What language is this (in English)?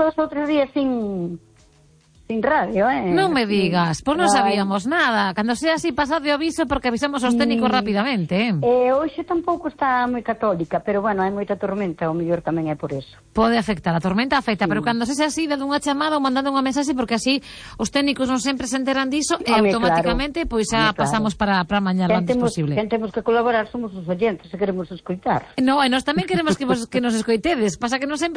Galician